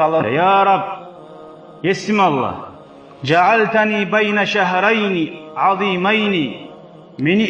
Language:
Kumyk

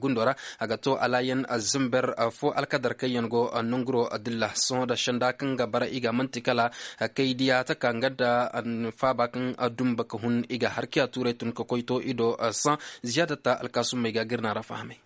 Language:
Zarma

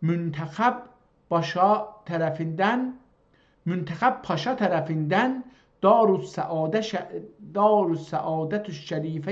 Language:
South Azerbaijani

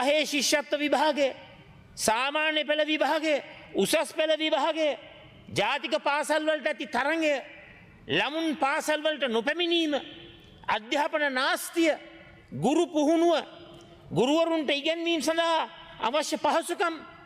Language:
Sinhala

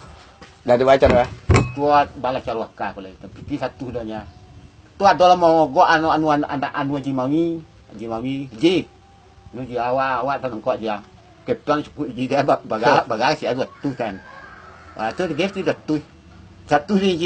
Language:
Minangkabau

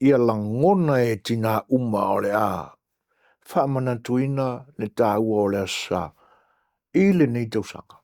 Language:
Samoan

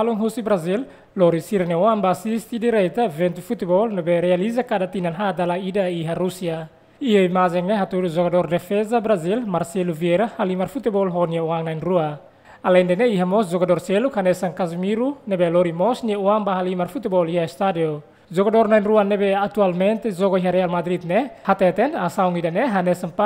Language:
Tetum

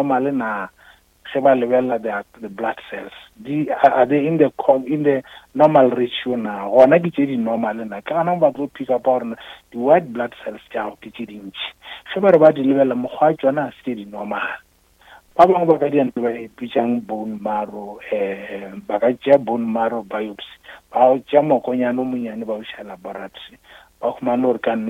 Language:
Northern Sotho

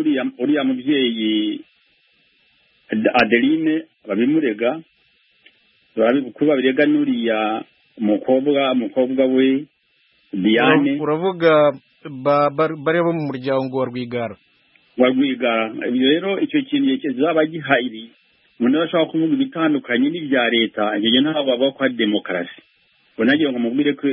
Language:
Kinyarwanda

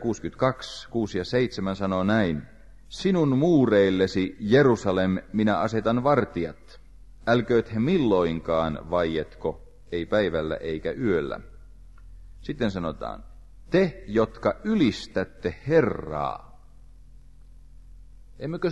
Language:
Finnish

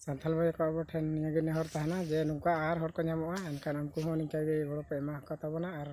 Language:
Santali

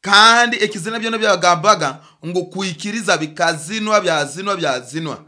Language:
Nyoro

